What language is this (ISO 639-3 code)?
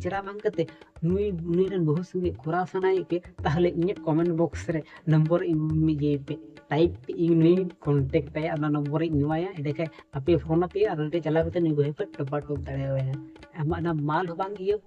sat